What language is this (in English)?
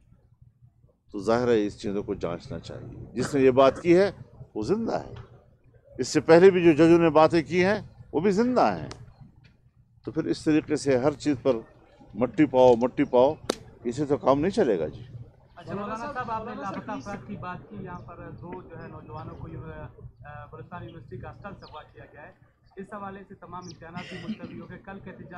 Urdu